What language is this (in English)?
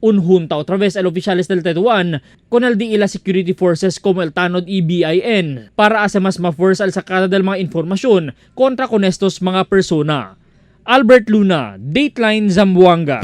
Chavacano